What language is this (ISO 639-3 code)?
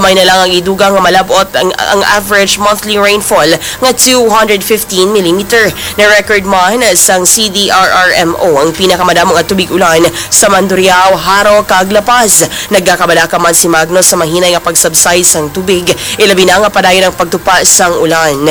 hil